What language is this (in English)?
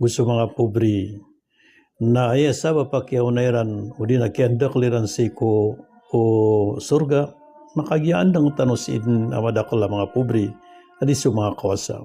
Maranao